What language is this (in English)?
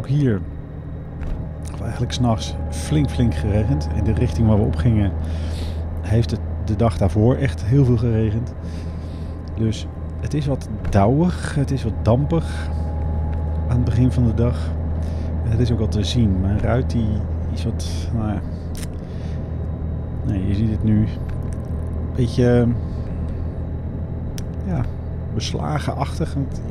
Dutch